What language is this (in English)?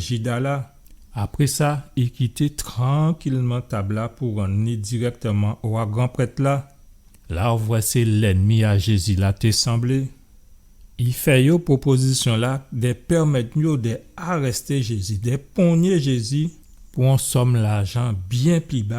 Guadeloupean Creole French